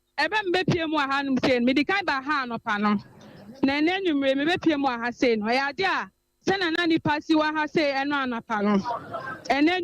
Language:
Akan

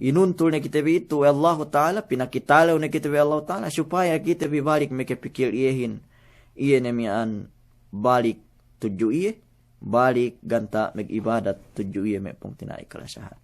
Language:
Yakan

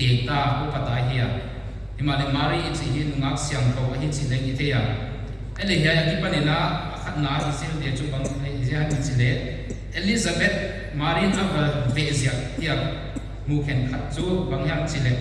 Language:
Paite Chin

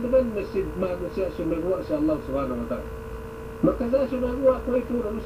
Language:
Yakan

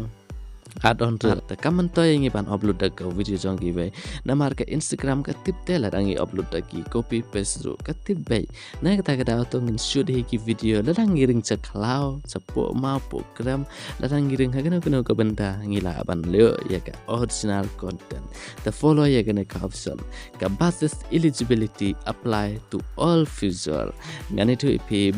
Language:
Khasi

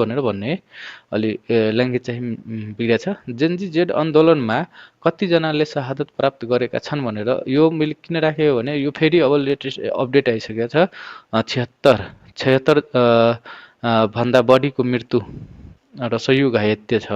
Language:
Nepali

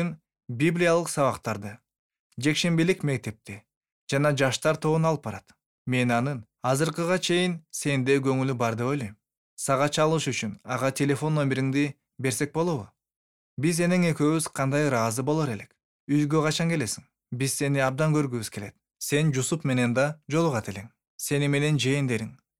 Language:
Kyrgyz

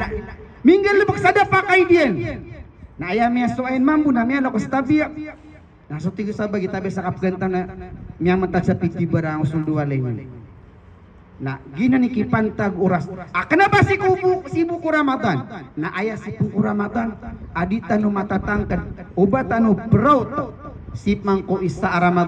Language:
Maranao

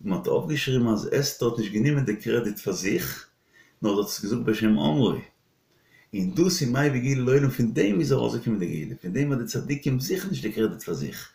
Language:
Yiddish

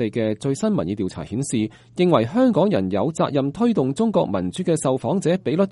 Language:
Cantonese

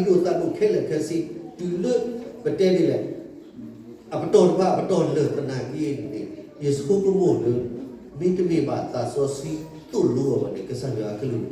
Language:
S'gaw Karen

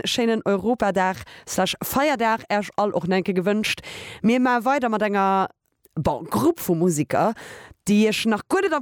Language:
Luxembourgish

